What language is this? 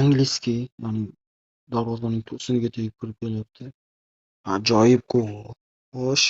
Uzbek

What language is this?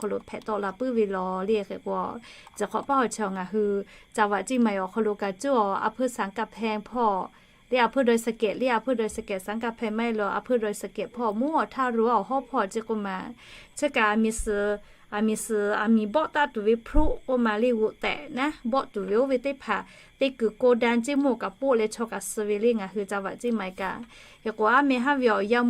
Lahu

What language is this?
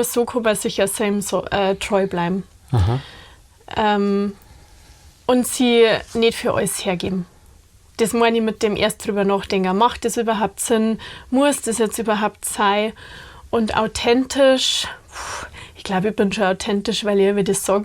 Bavarian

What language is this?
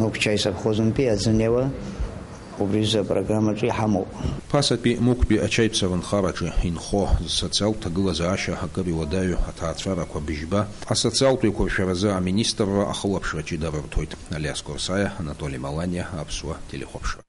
Abkhazian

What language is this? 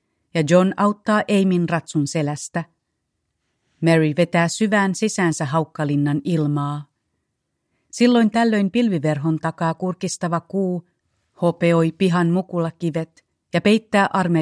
Finnish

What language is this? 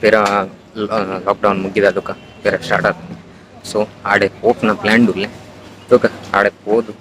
Tulu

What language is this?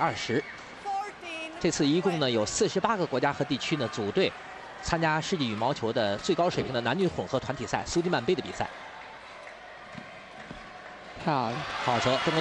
Chinese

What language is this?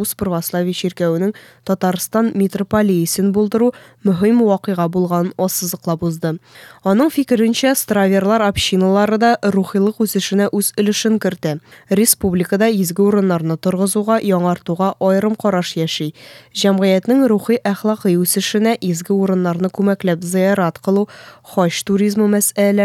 Tatar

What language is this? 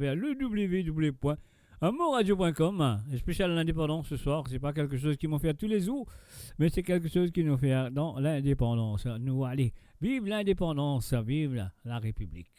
Morisyen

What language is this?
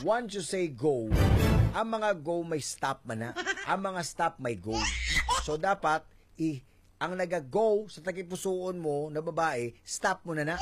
Hiligaynon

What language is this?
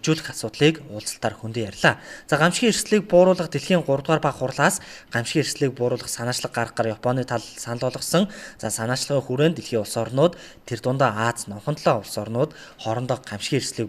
Mongolian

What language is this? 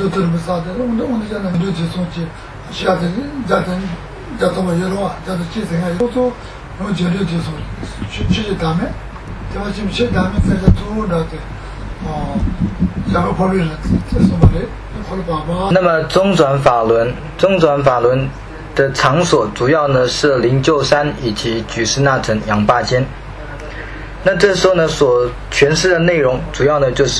Chinese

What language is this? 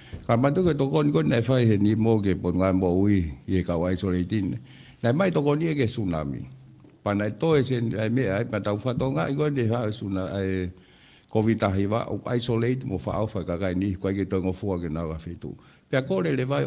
Tongan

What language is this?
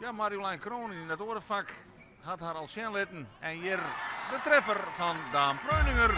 Western Frisian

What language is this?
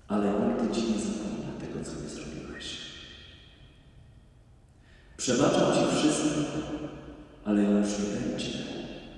Polish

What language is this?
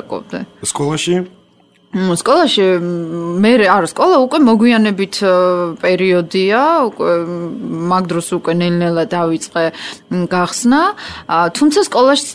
Georgian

